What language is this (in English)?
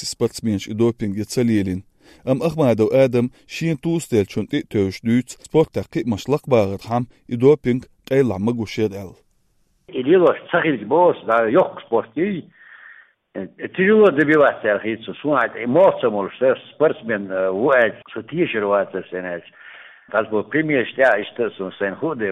Chechen